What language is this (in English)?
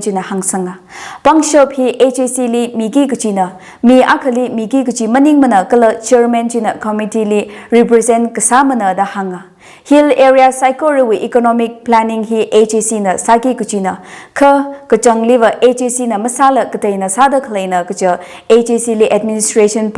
Tangkhul Naga (India)